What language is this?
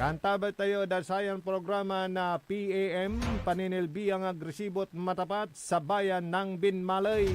Pangasinan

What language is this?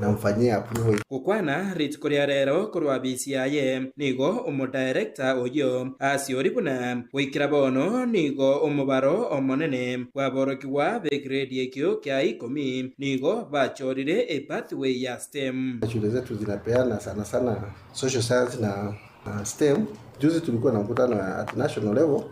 Gusii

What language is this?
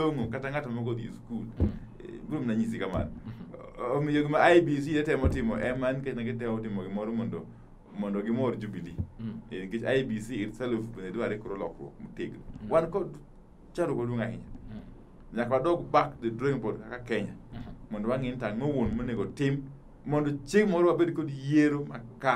Luo (Kenya and Tanzania)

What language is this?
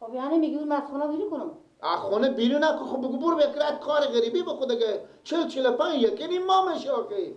Persian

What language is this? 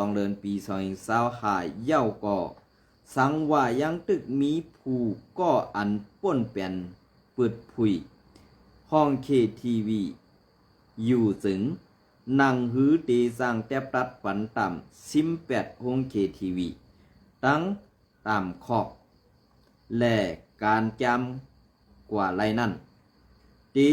Shan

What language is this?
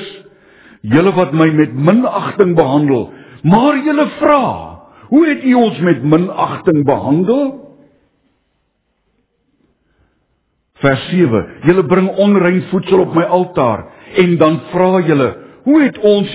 Afrikaans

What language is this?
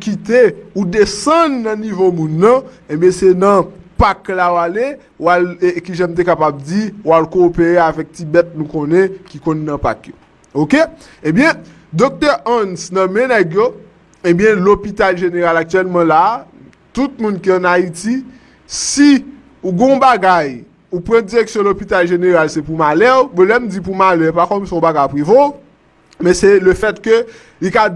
Haitian Creole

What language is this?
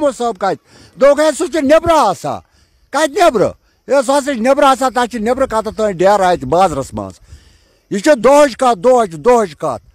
Kashmiri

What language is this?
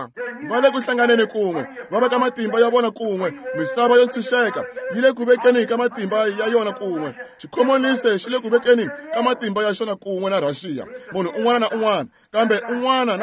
Tsonga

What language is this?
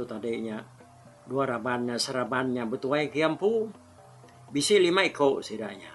Iban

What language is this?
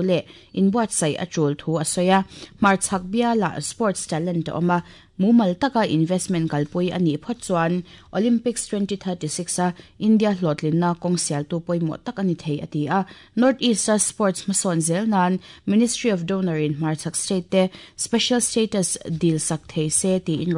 Mizo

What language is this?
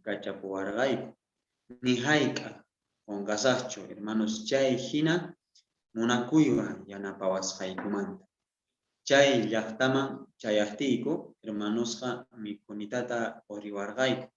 South Bolivian Quechua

